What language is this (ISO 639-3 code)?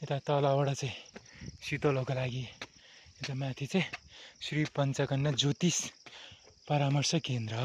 nep